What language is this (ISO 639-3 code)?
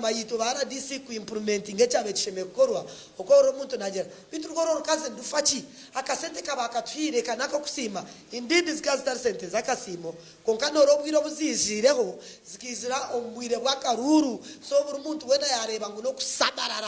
nyn